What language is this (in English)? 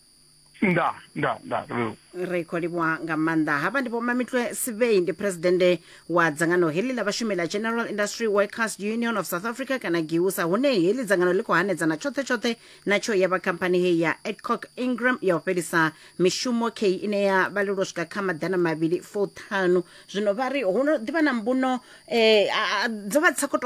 Venda